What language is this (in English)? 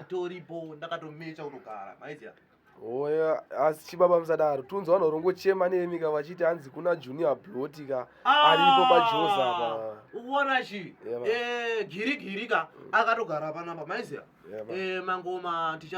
Shona